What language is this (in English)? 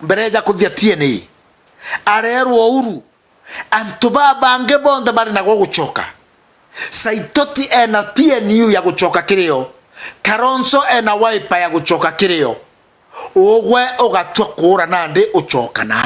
Meru